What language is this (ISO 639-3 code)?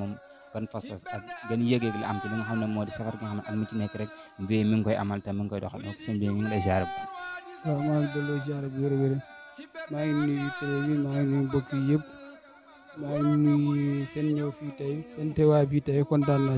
wol